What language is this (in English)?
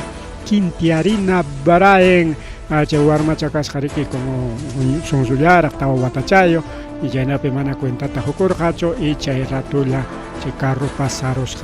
Ayacucho Quechua